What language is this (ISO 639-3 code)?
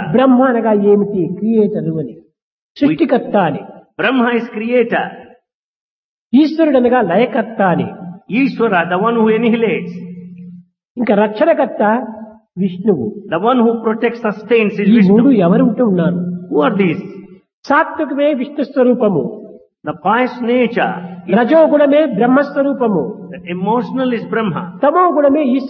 tel